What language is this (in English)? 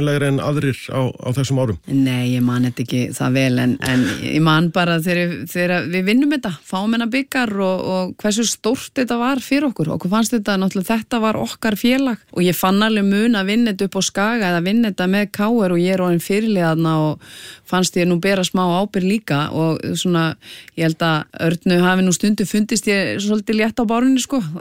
Icelandic